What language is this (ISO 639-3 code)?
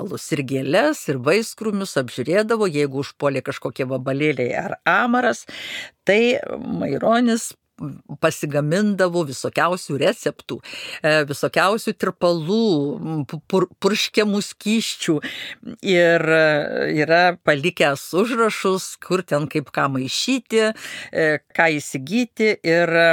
lit